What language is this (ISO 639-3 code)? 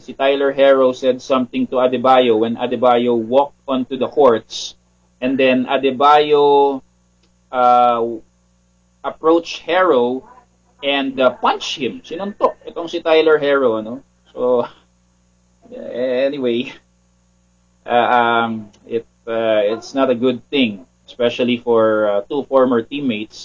fil